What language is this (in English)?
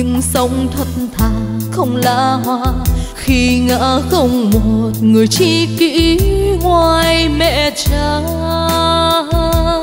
Vietnamese